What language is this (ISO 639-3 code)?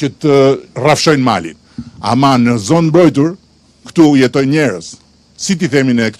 sqi